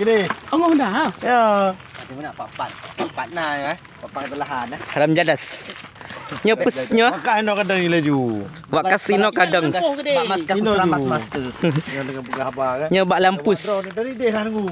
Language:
Achinese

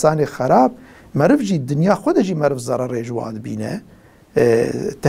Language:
Kurdish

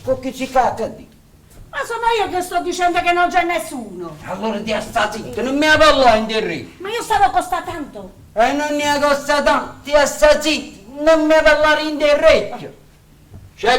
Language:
Neapolitan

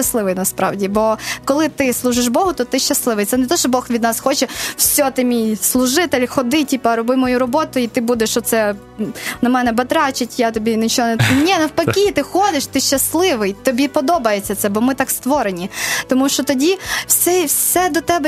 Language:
Ukrainian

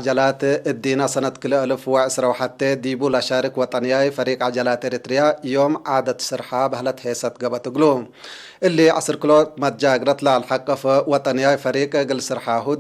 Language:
Tigre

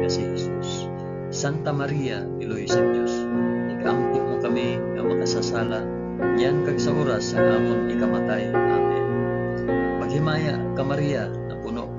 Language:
Hiligaynon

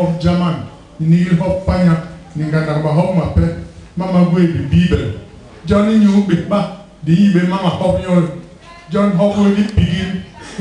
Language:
Basaa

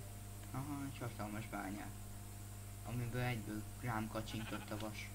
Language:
Hungarian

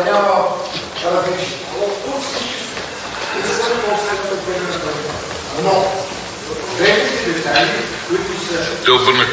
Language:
Bulgarian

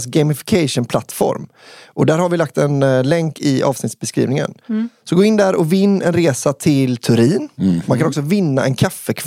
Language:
Swedish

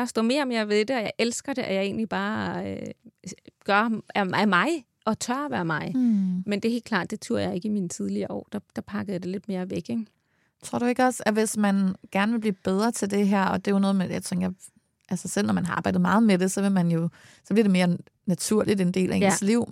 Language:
Danish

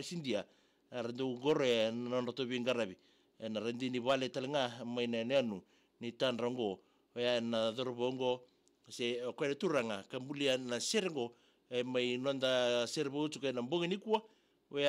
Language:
Fijian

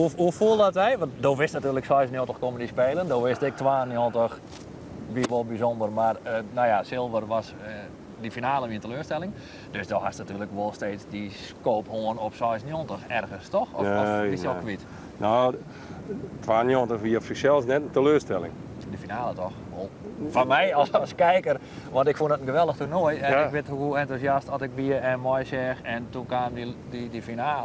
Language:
Western Frisian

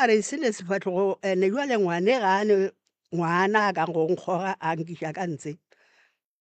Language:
Northern Sotho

